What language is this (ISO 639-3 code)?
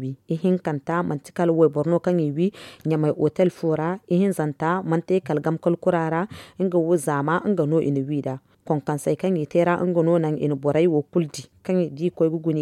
dje